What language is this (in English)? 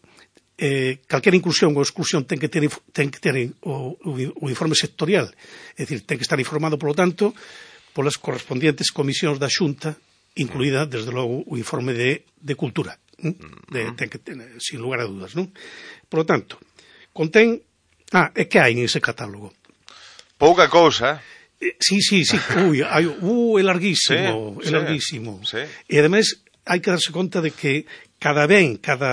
Galician